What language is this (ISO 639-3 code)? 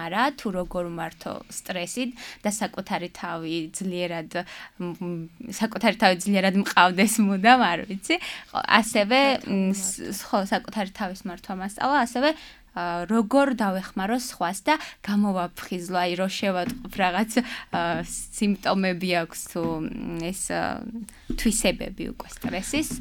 kat